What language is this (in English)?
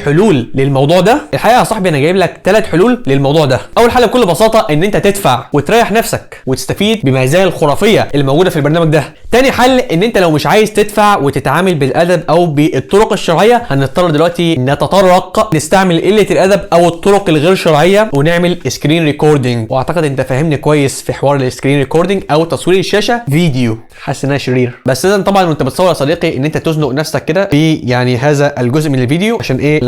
Egyptian Arabic